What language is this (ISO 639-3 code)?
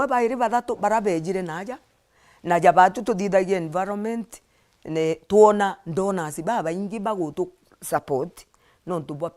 mer